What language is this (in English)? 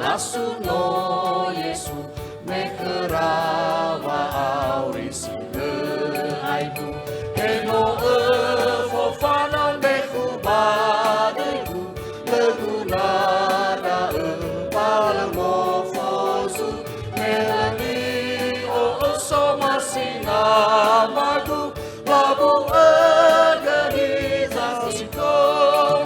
Nias